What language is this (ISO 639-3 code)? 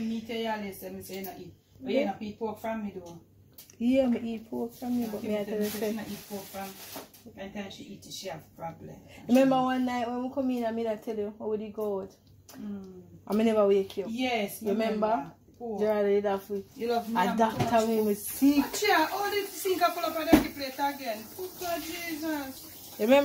jam